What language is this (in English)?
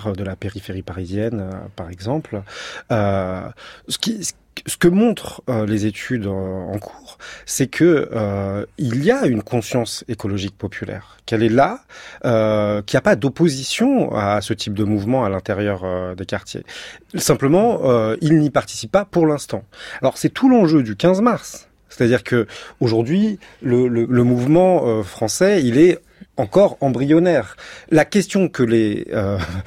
French